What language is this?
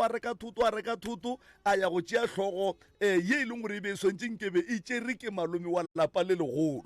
Northern Sotho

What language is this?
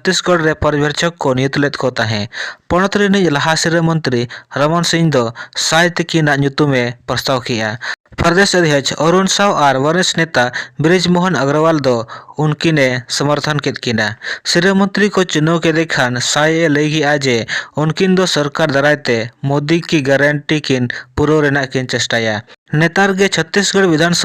Santali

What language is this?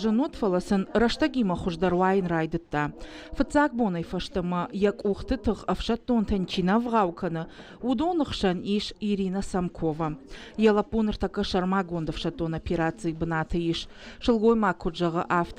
Ossetic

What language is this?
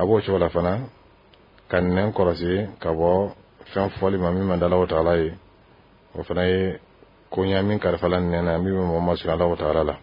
Dyula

